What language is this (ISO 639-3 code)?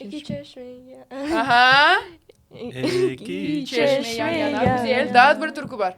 crh